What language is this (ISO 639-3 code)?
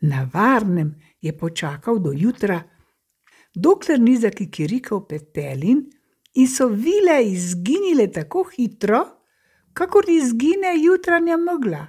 slv